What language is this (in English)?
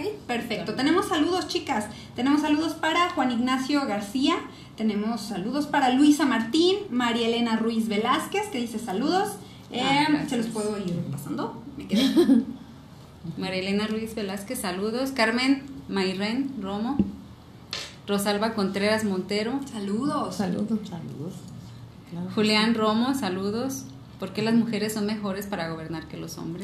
Spanish